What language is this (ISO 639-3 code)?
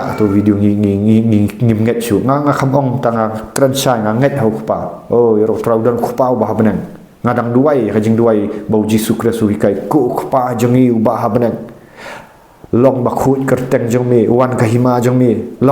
kha